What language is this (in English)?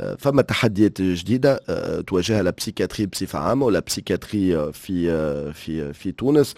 Tunisian Arabic